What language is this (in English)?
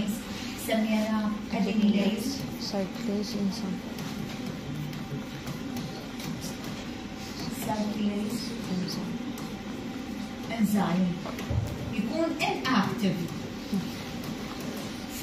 Mesopotamian Arabic